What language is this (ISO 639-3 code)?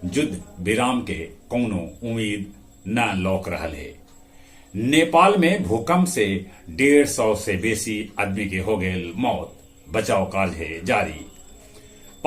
mag